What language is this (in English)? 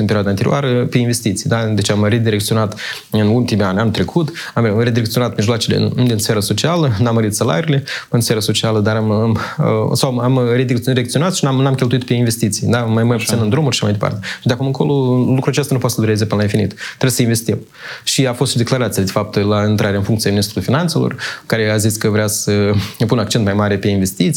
Romanian